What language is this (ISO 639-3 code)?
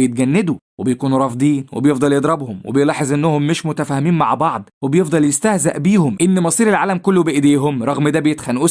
arz